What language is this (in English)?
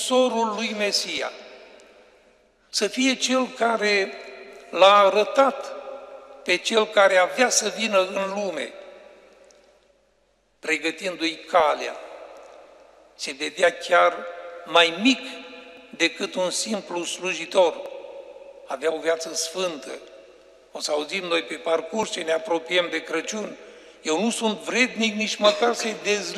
Romanian